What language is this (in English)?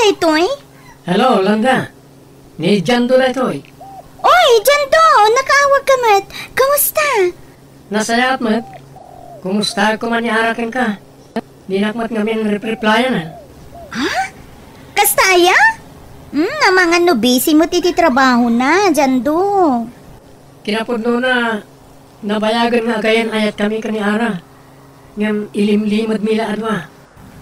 Iloko